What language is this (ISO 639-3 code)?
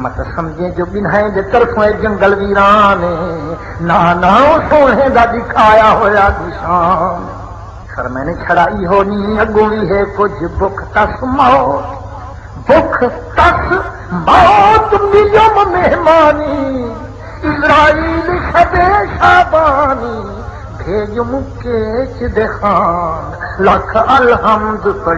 skr